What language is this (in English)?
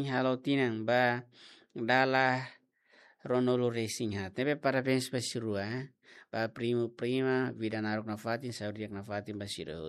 Tetum